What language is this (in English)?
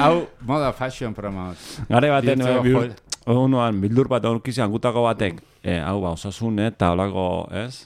Basque